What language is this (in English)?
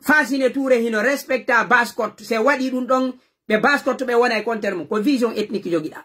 Fula